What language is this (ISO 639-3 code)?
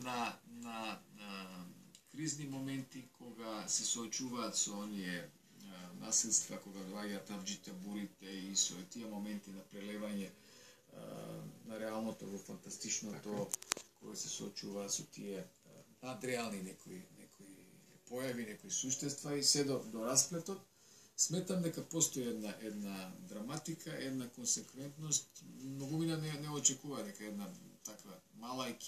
mkd